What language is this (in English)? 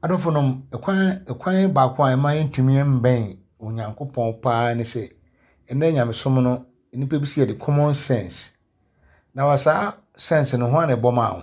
Akan